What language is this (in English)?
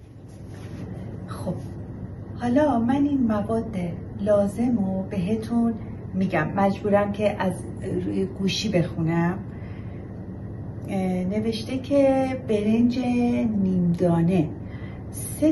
Persian